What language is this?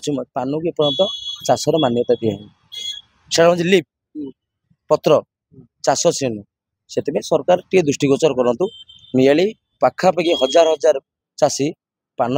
Odia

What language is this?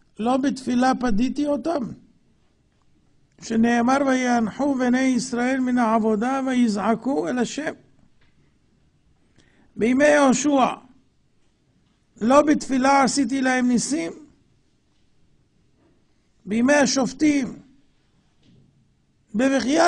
Hebrew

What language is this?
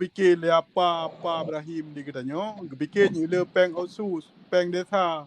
Achinese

